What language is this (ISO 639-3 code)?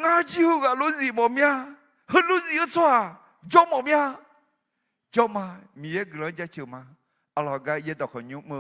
ahk